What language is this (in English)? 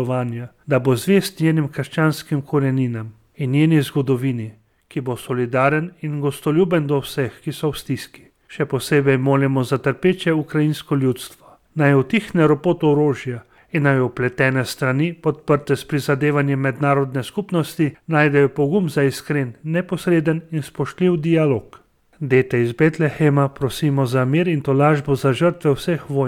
Slovenian